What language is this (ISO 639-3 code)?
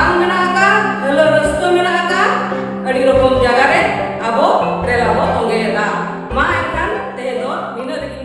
sat